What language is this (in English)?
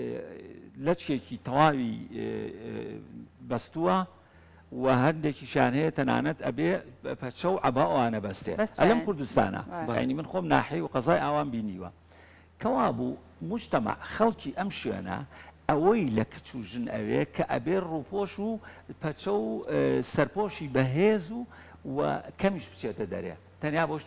Central Kurdish